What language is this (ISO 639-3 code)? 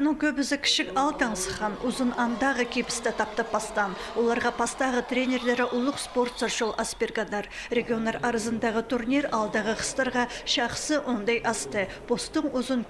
kjh